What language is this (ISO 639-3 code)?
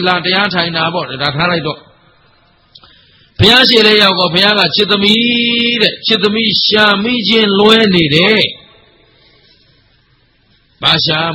mya